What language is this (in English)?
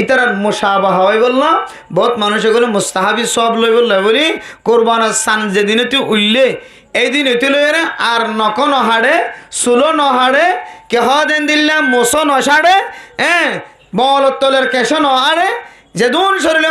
Rohingya